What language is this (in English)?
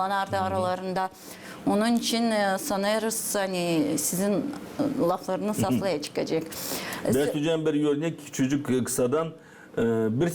Gagauz